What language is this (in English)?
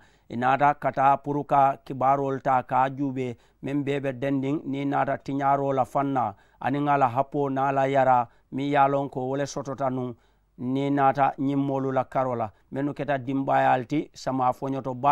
Mandingo